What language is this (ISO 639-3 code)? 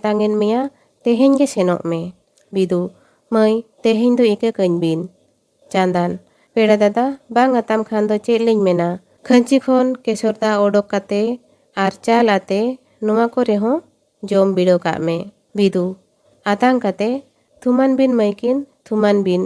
sat